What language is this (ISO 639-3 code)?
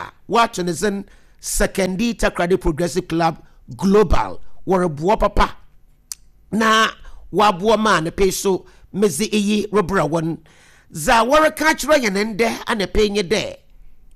aka